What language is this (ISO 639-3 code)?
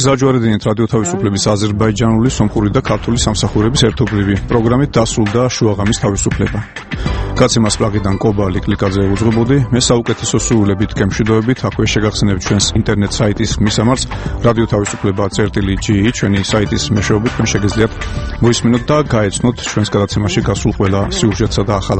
kat